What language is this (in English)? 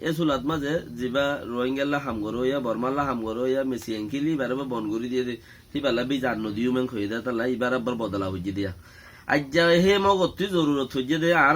Rohingya